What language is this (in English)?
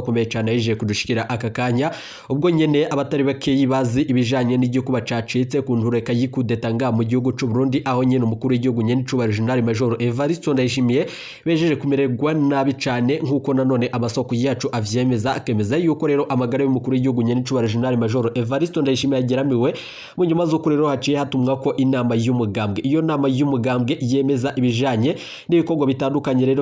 Rundi